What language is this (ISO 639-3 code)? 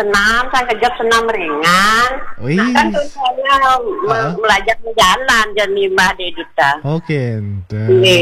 ban